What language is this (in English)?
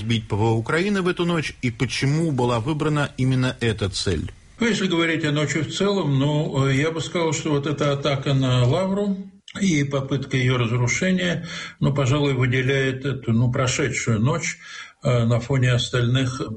Russian